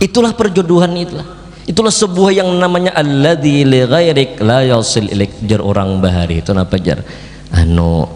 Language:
Banjar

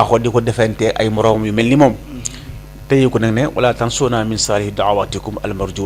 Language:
Wolof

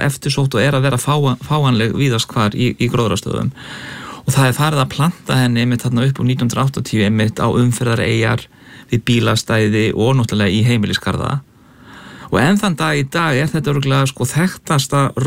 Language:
Icelandic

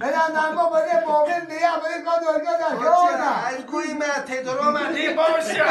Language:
Kurdish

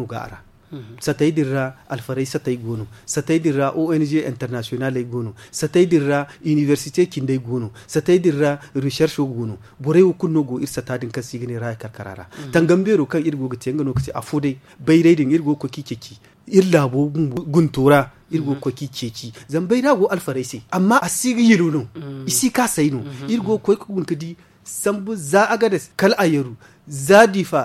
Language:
Zarma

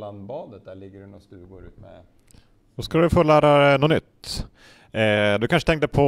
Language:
Swedish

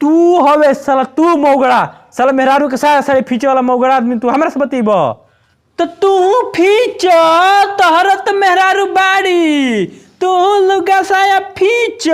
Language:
Bhojpuri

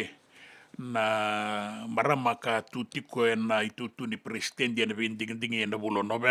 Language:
Fijian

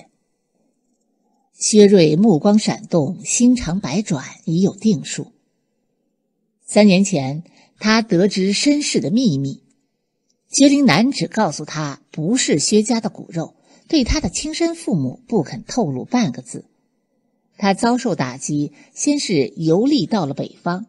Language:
Chinese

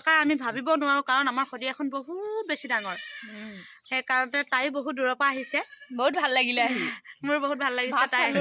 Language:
Assamese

